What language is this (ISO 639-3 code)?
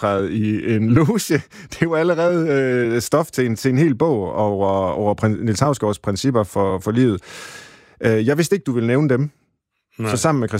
dan